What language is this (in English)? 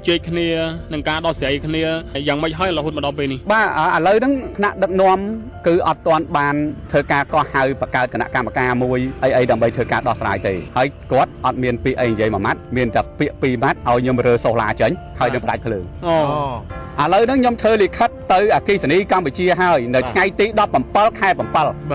Khmer